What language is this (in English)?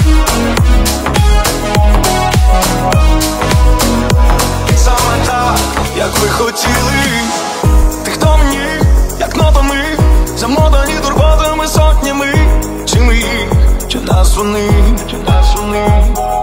Ukrainian